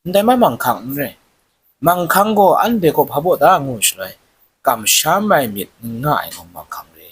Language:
Kachin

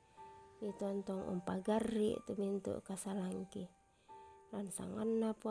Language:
Toraja-Sa'dan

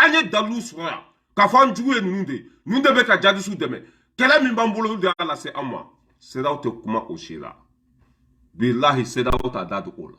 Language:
Bambara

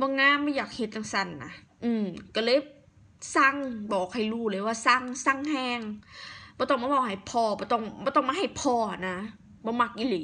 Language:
Northeastern Thai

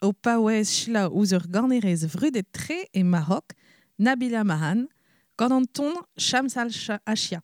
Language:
Breton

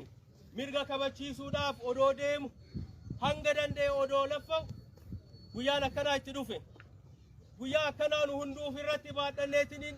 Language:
Oromo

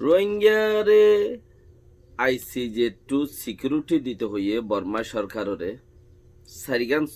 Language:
Rohingya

